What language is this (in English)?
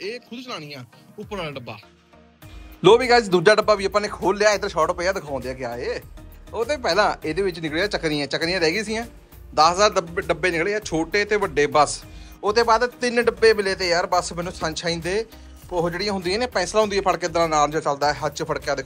Punjabi